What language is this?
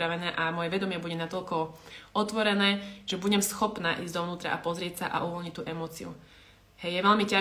Slovak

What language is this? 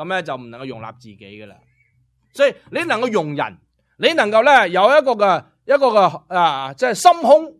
Cantonese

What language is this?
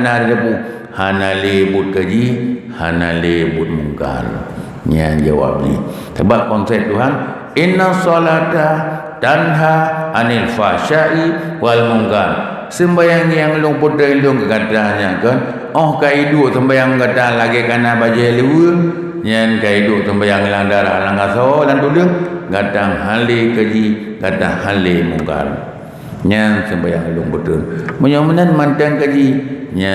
Achinese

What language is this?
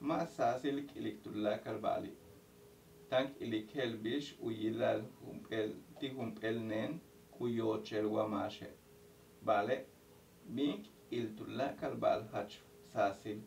Yucateco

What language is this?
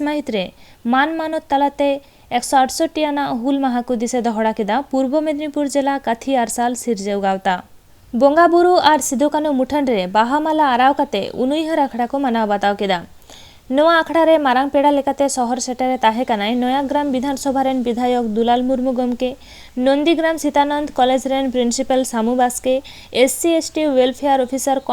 Santali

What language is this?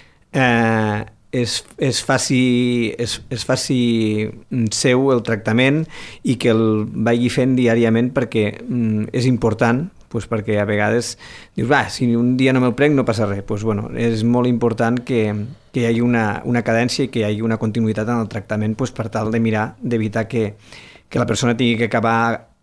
Catalan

